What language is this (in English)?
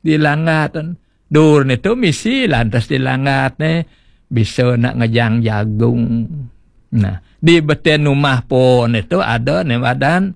Balinese